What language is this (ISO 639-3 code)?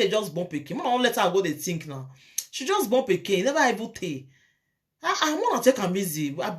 pcm